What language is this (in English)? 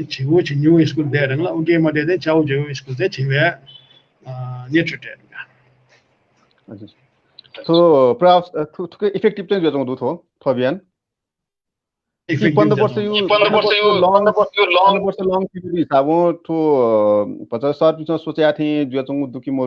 Newari